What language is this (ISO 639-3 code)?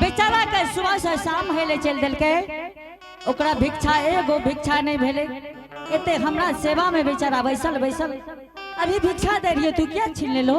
anp